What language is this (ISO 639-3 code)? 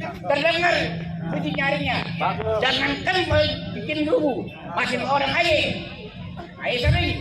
bew